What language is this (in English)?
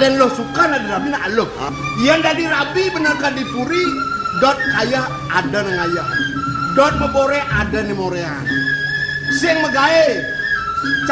Balinese